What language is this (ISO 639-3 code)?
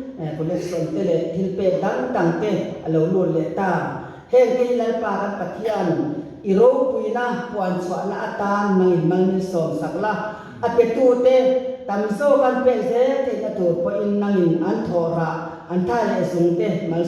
lus